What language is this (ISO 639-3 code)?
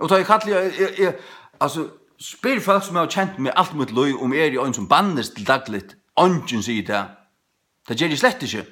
fao